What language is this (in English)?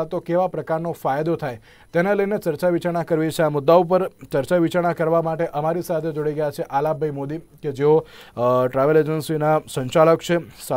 Gujarati